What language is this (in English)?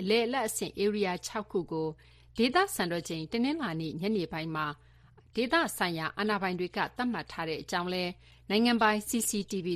Burmese